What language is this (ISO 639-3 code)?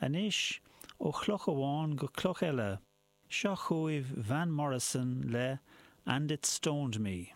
gle